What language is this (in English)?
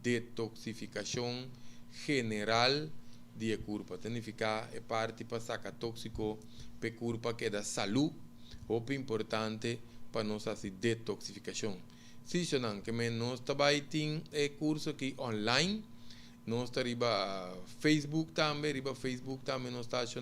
Papiamento